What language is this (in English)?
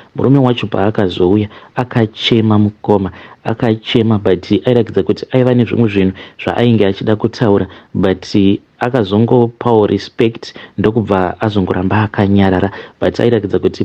Shona